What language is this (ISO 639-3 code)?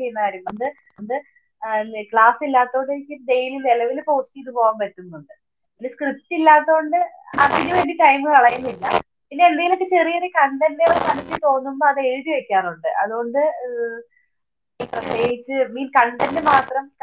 mal